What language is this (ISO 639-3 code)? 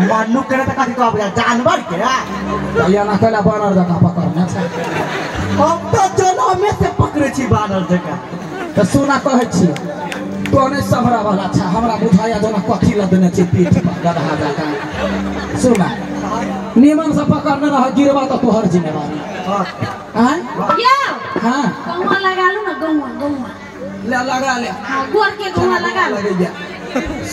mai